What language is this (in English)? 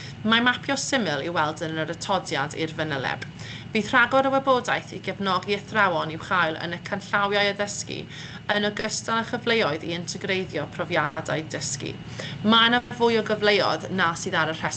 Welsh